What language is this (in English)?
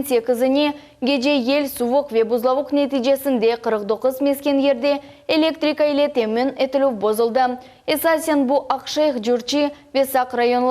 Crimean Tatar